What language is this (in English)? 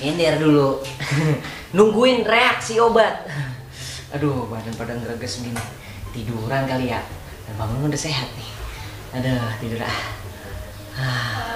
Betawi